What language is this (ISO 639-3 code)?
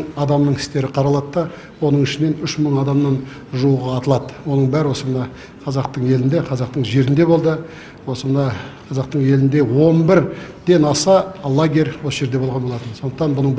kaz